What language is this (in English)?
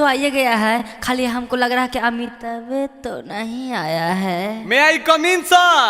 Magahi